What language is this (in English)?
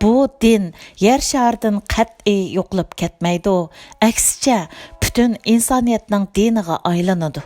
Uyghur